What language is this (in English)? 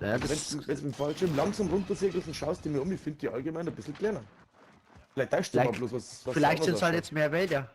Bavarian